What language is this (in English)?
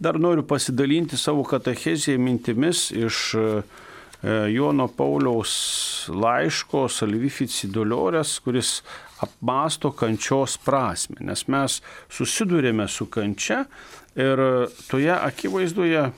Lithuanian